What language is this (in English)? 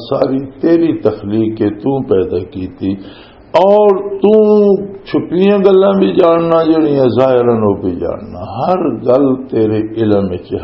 Western Panjabi